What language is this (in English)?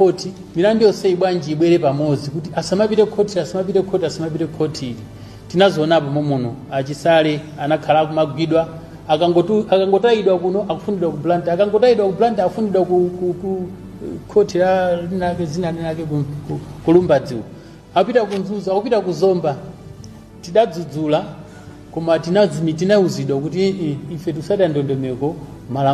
Nyanja